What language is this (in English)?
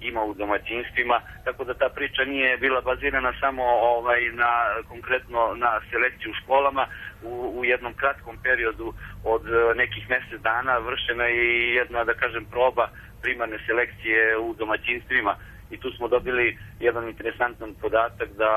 Serbian